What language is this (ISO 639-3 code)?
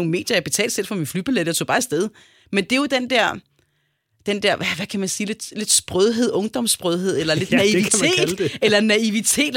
dan